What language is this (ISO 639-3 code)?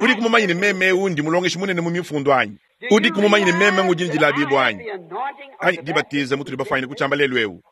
lua